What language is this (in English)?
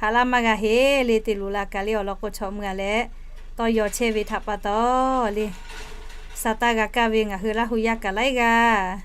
Lahu